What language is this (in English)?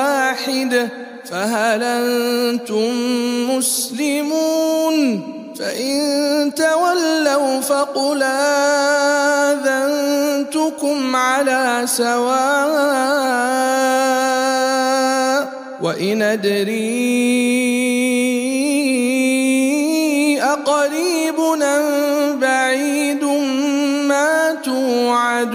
Arabic